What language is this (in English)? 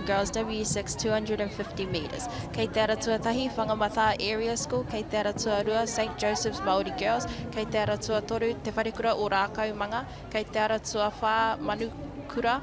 Māori